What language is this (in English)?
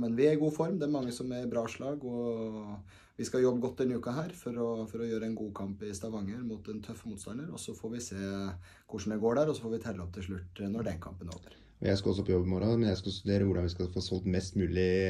Norwegian